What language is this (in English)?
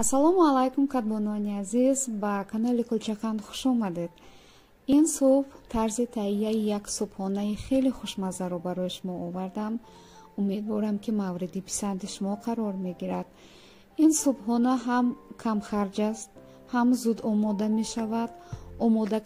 Tajik